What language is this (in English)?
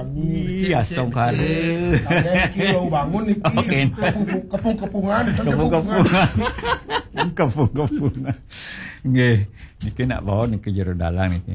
Balinese